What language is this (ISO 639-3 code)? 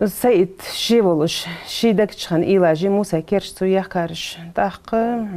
inh